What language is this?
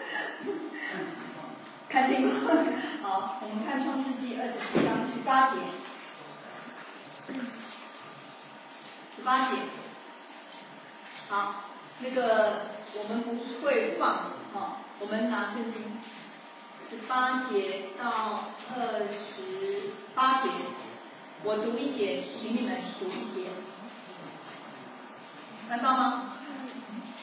Chinese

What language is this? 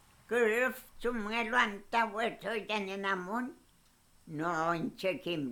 Mapuche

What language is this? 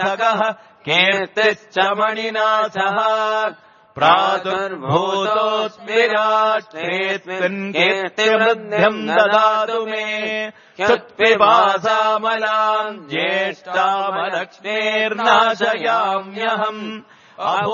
Sanskrit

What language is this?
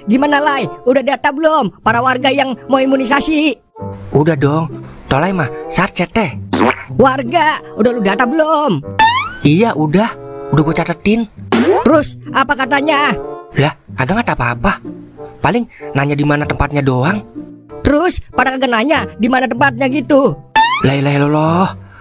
Betawi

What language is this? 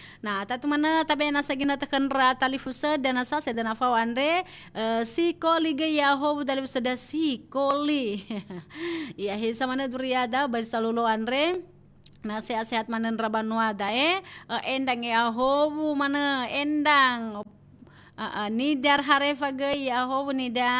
Nias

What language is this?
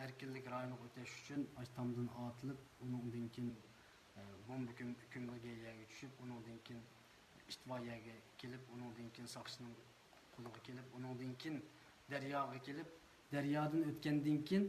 Uyghur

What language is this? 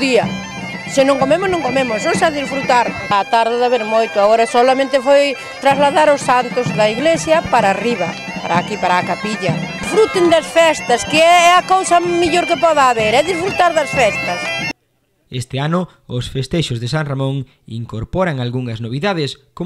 Galician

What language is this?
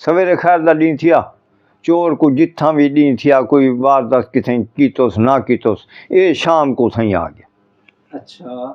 Saraiki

